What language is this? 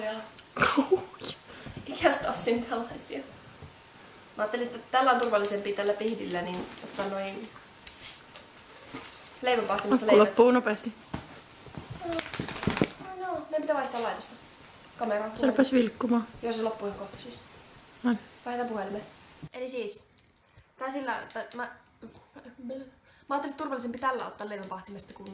Finnish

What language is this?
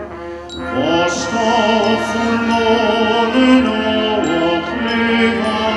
Danish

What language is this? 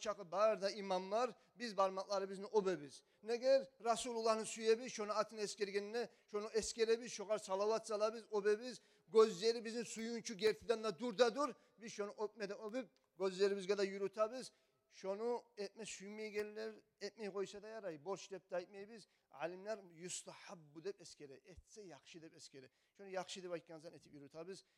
Kumyk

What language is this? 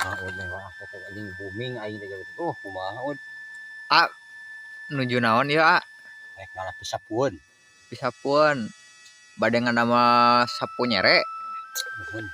Sundanese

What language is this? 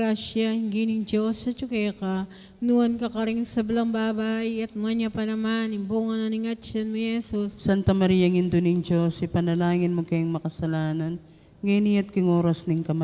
Pampanga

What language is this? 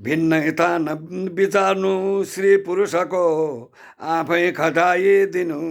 Nepali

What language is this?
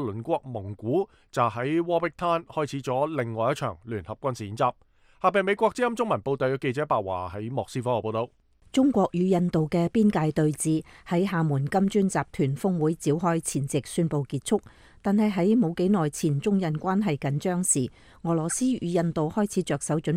Cantonese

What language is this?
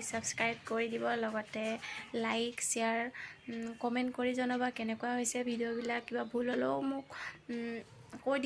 Assamese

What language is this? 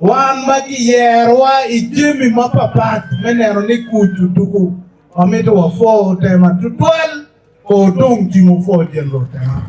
Acoli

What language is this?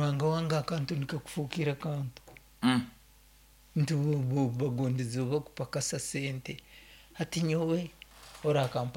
Nyoro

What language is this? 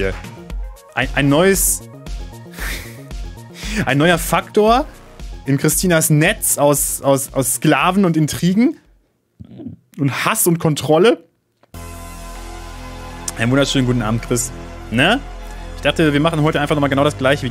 German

